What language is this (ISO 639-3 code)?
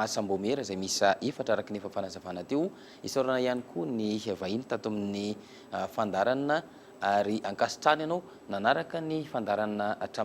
mlg